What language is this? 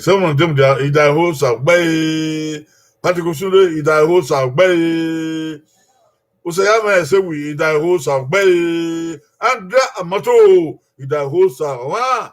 Bini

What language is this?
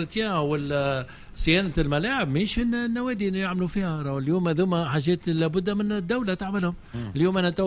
Tunisian Arabic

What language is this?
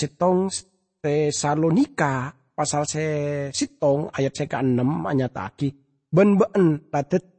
Madurese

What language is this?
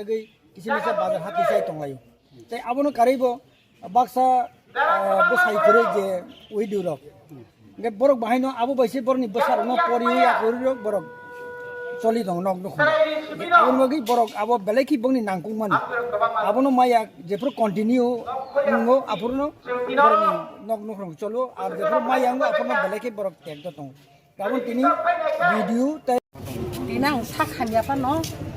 Kok Borok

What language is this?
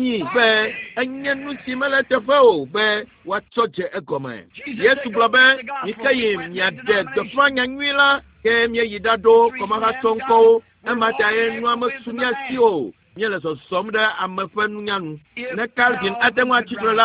Ewe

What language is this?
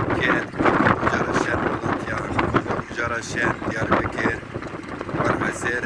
Zaza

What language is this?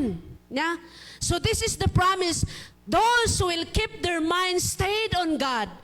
Iloko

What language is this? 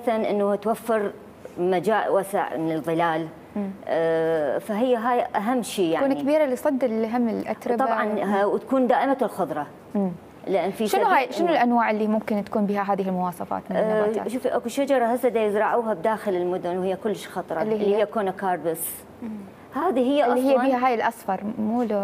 Mesopotamian Arabic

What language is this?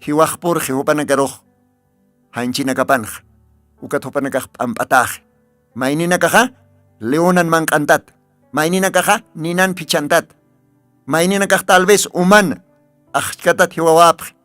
Aymara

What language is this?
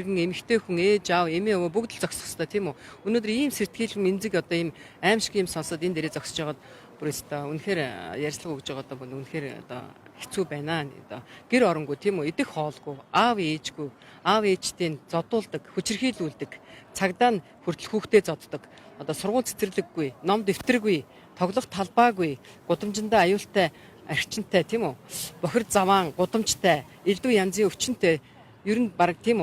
Mongolian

